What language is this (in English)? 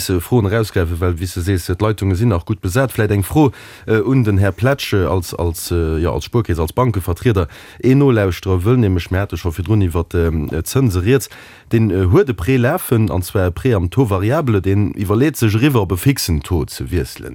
Luxembourgish